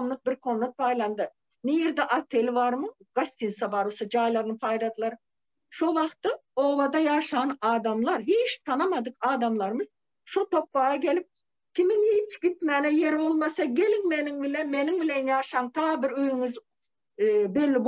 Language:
Turkmen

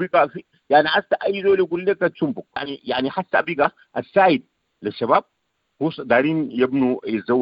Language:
Sudanese Arabic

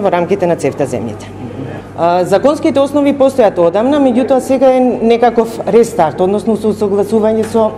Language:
Macedonian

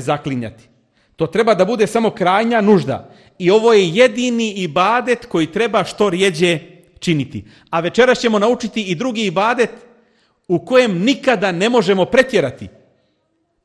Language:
Bosnian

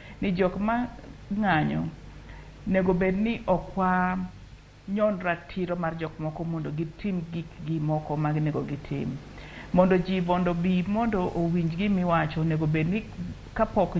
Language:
Luo (Kenya and Tanzania)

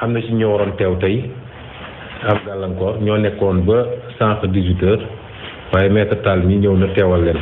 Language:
Wolof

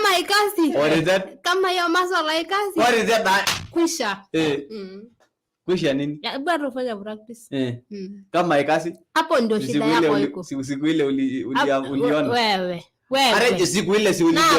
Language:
Masai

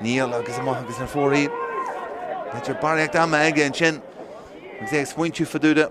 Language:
Irish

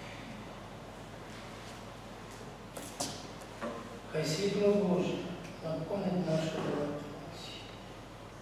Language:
Ukrainian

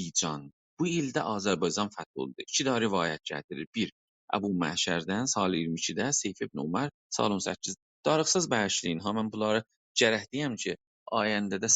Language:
South Azerbaijani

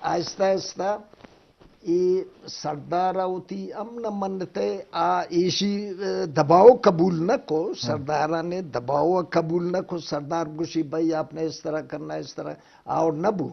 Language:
Eastern Balochi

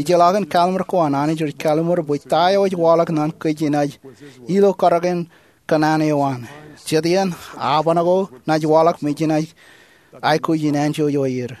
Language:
Marshallese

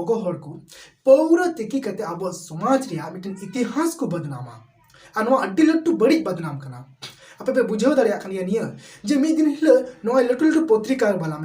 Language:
Santali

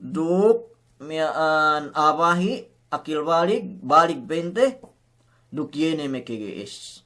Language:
Yakan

